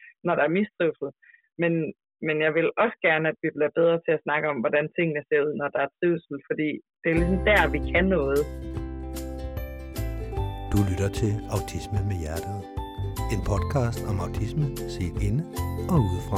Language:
Danish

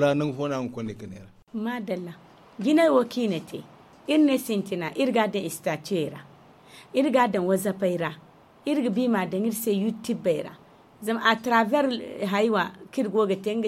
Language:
Zarma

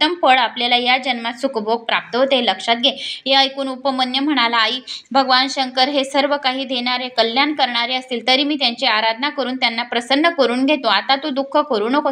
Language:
Marathi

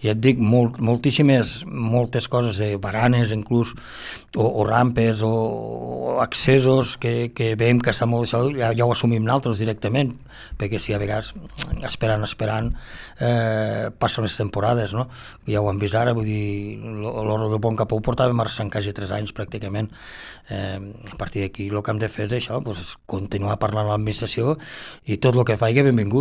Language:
Catalan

